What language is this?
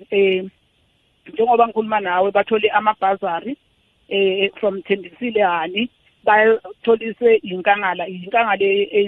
South Ndebele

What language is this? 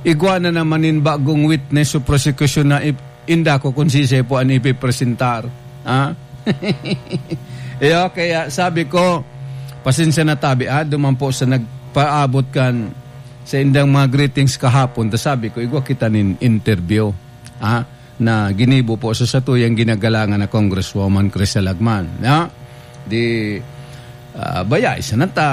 Bikol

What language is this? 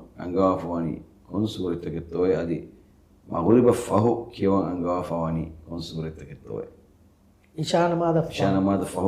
Divehi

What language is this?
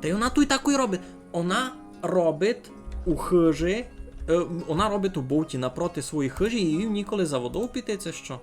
Rusyn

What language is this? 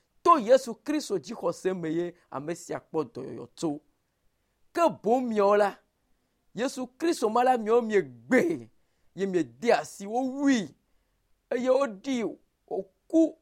Ewe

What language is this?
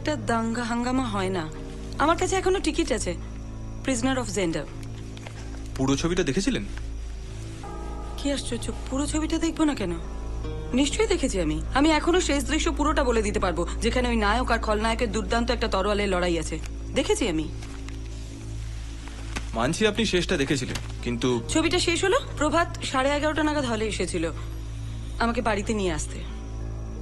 Bangla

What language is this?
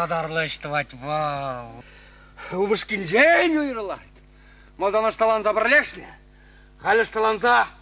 Chuvash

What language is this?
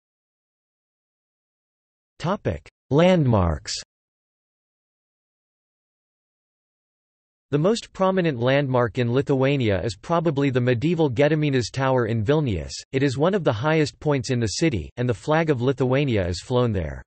English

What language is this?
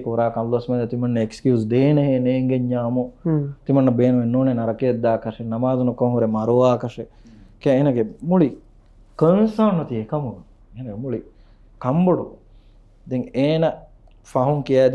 Divehi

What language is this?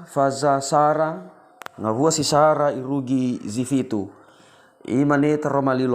Nias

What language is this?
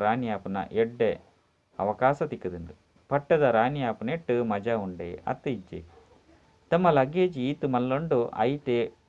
Tulu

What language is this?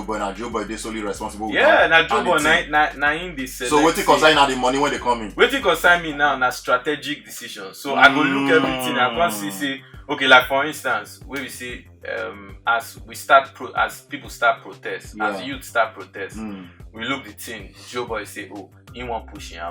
Nigerian Pidgin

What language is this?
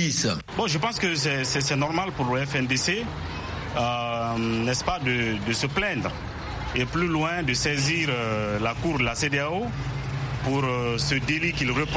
French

